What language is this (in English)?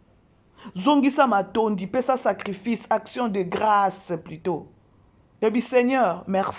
Lingala